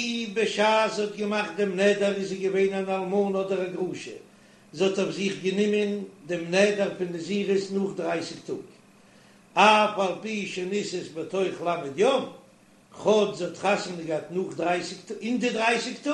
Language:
Yiddish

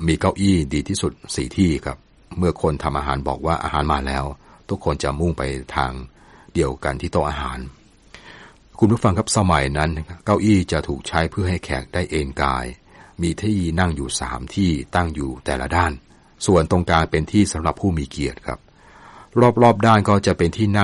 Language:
Thai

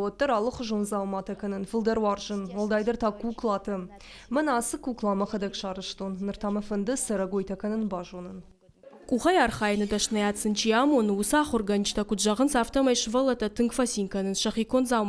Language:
Ossetic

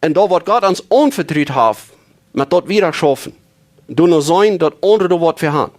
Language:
Plautdietsch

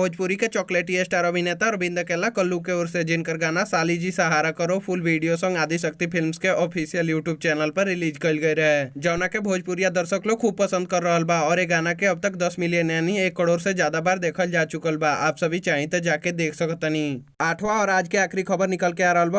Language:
Bhojpuri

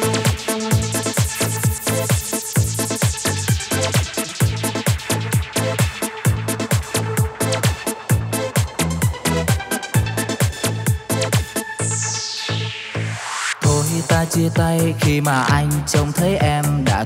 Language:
Vietnamese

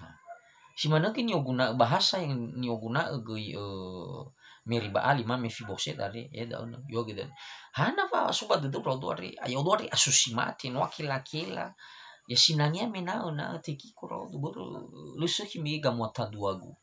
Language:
Nias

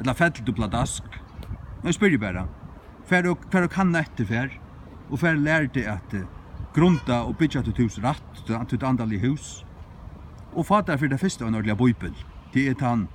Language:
Faroese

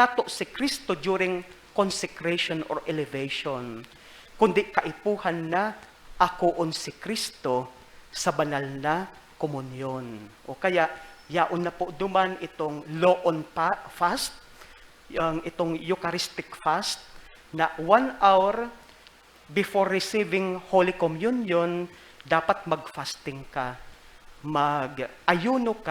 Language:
Bikol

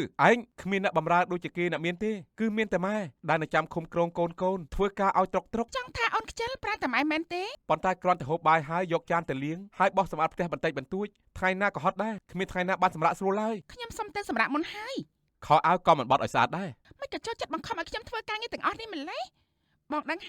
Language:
Khmer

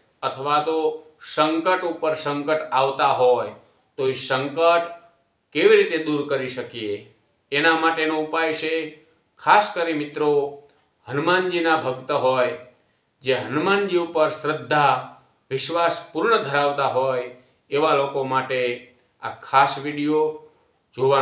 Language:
Gujarati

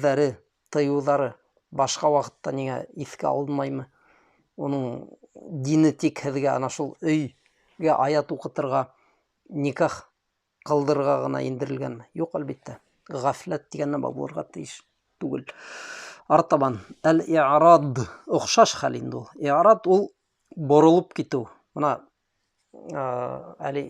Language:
Bashkir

